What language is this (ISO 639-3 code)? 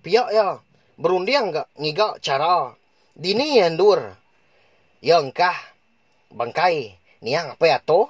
iba